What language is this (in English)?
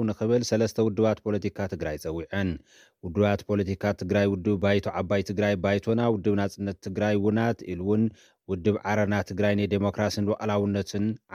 Tigrinya